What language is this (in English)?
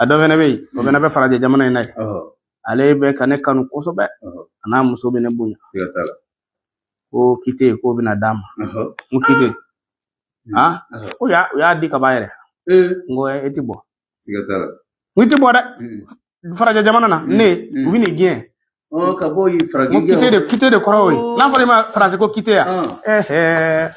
Bambara